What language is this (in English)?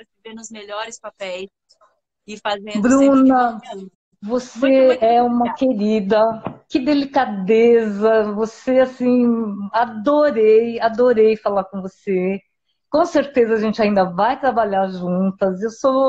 Portuguese